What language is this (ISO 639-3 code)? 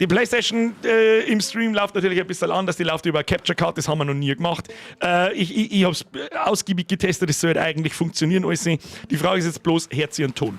bar